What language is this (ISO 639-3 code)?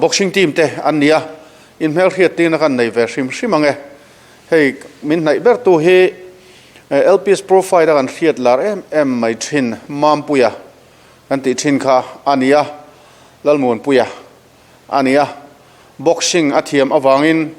lus